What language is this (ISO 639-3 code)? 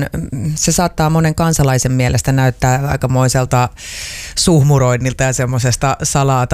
fin